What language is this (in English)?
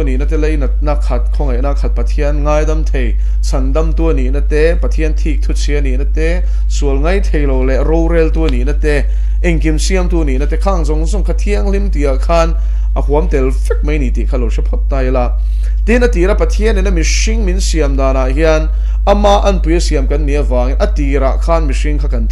Mizo